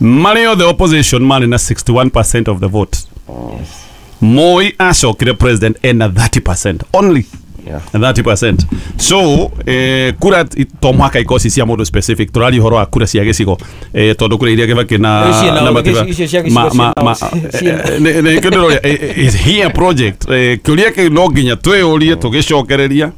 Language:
Kikuyu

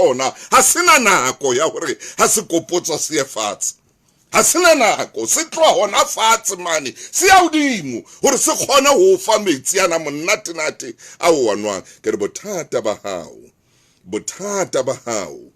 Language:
Southern Sotho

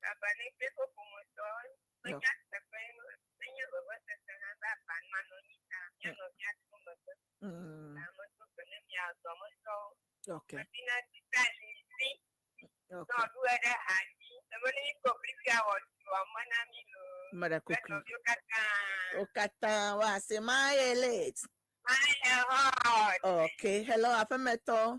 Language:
Ewe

